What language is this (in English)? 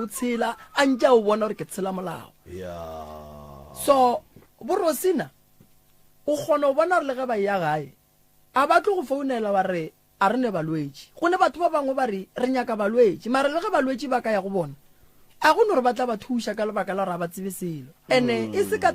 Northern Sotho